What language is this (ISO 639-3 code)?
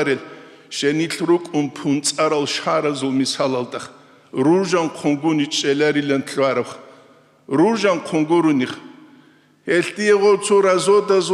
ava